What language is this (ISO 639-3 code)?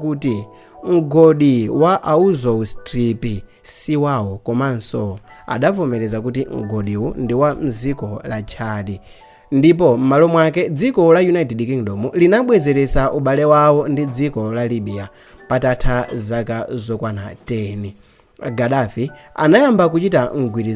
nya